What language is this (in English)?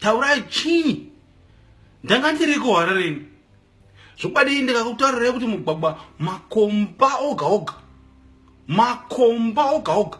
Shona